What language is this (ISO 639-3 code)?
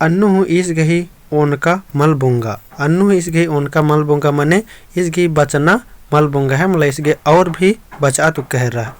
kru